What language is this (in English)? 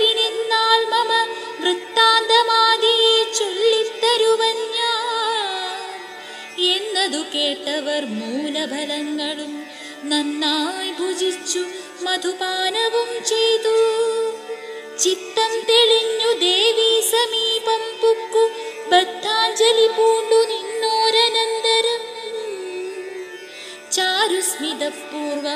Malayalam